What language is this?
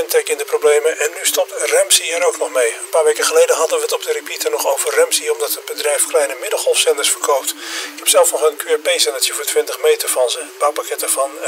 Dutch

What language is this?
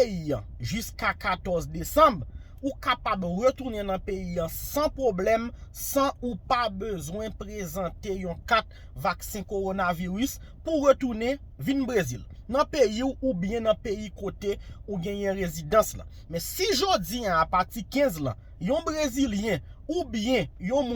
Haitian Creole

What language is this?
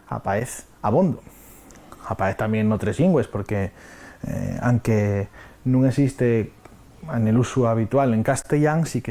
Asturian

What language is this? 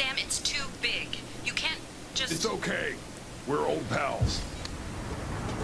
Turkish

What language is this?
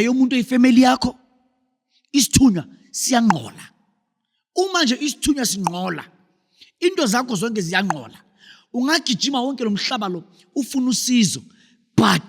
Zulu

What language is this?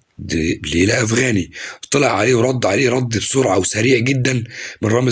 Egyptian Arabic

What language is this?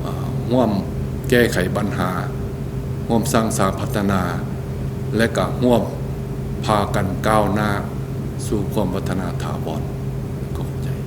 Lao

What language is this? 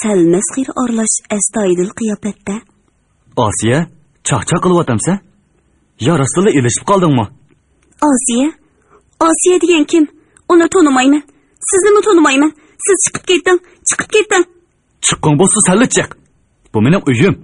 Uyghur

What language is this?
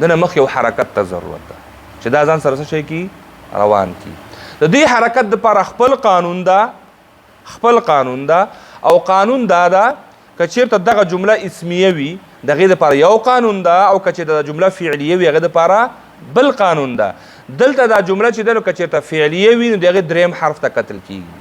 Pashto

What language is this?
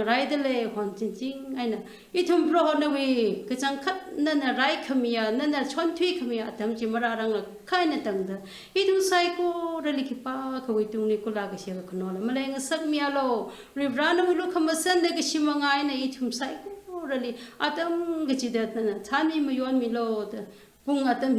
Tangkhul Naga (India)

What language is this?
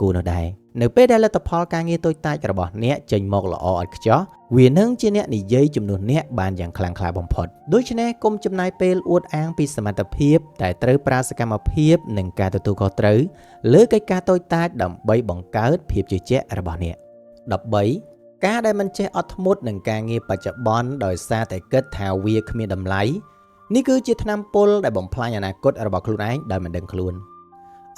Khmer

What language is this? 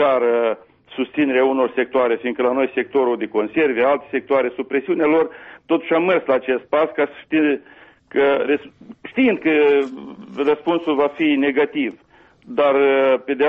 Romanian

